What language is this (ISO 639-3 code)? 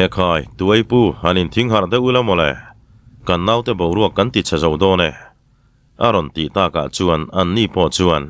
lus